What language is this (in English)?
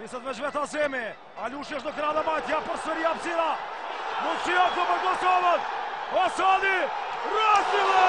Albanian